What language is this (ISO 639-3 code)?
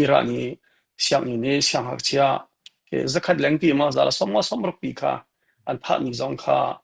cnh